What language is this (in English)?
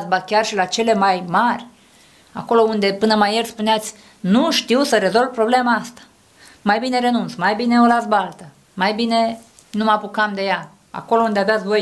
Romanian